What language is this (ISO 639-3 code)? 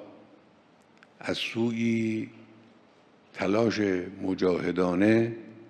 fas